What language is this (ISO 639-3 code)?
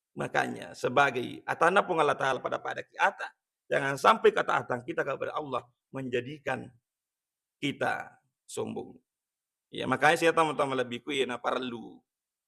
bug